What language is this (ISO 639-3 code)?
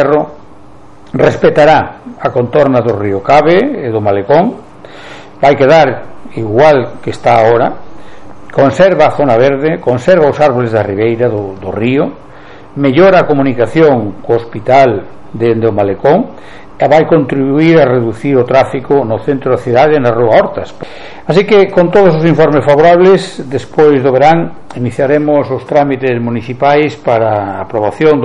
glg